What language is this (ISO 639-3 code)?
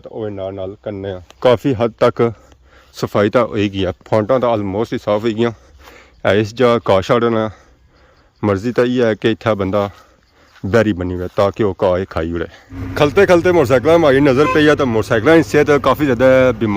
phr